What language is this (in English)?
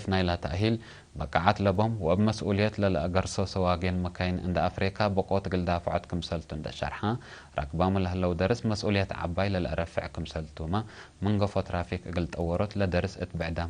Tigre